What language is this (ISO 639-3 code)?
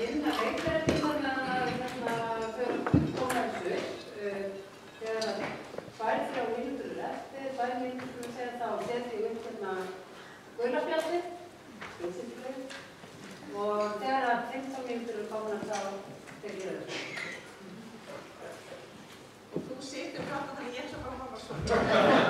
isl